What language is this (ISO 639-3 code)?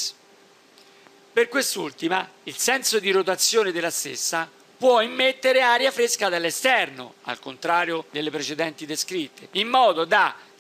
ita